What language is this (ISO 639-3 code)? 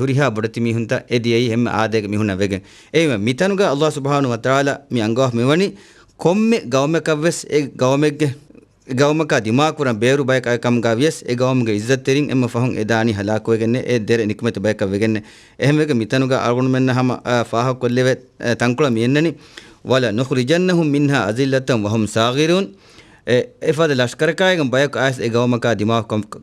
div